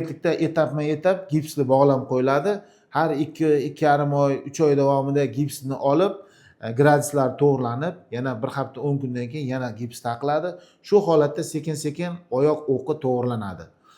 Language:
Uzbek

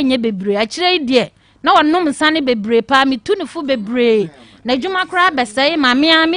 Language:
Akan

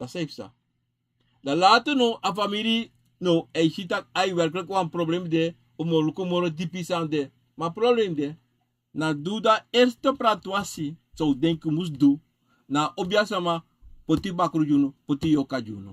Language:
Sranan Tongo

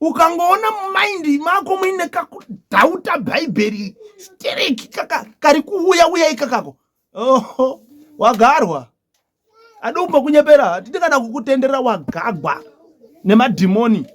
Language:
Shona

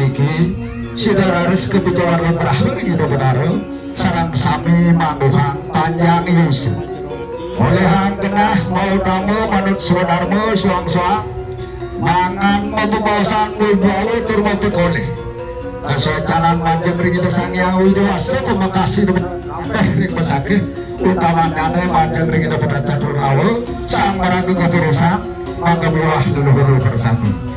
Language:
Balinese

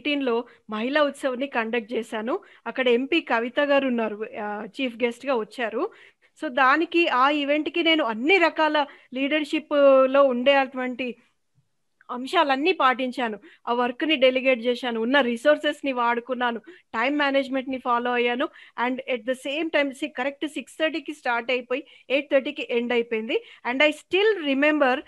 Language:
Telugu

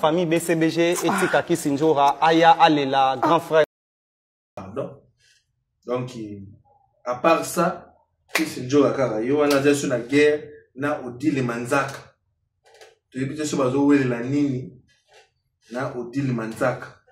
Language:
Lingala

